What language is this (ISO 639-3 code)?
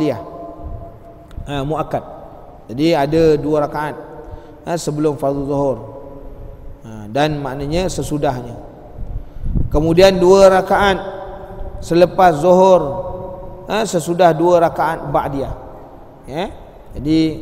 msa